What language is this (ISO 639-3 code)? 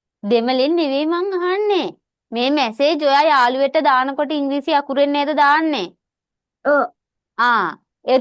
sin